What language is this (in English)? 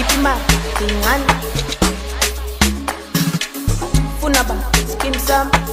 Zulu